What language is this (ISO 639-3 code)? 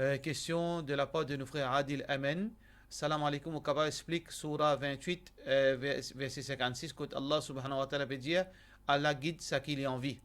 mfe